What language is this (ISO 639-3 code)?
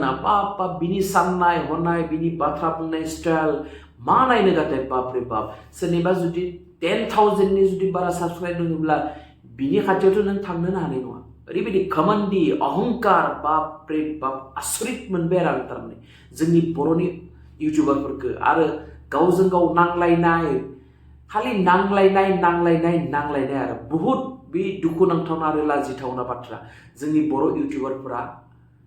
brx